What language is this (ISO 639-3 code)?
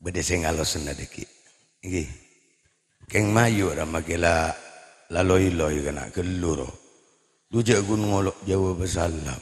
mad